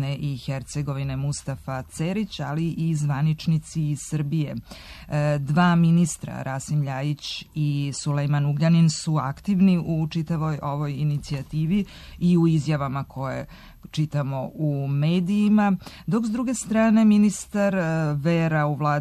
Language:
Serbian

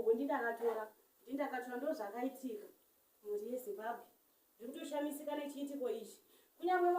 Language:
Shona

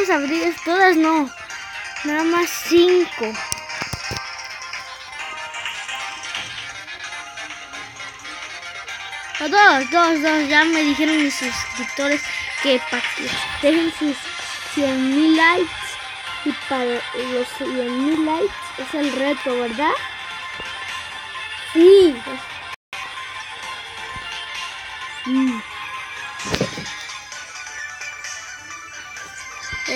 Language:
Spanish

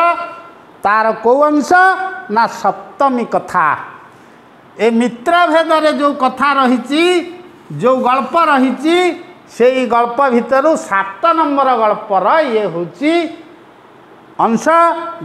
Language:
Odia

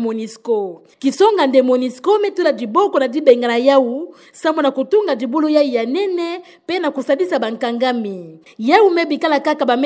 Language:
Kituba (Democratic Republic of Congo)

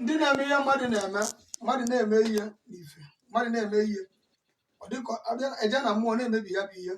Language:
Igbo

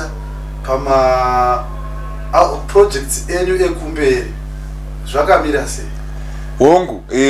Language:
Shona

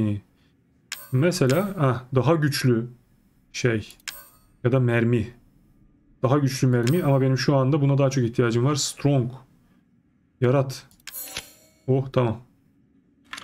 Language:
Turkish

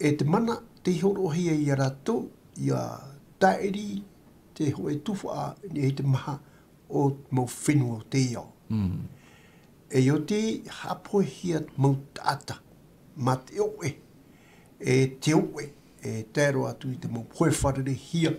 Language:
Tahitian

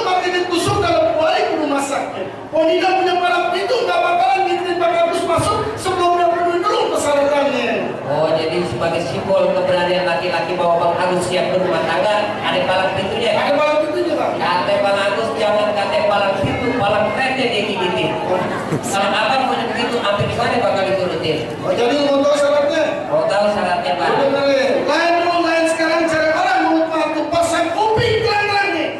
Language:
Betawi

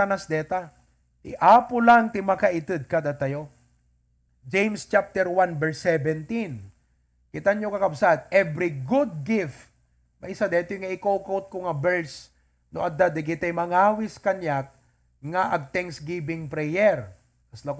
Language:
Iloko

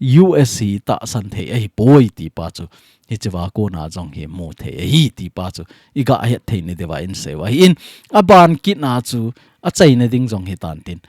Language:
Thado Chin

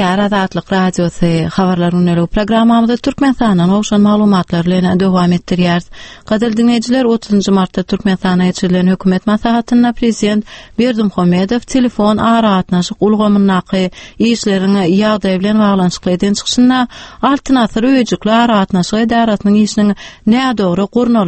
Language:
Turkmen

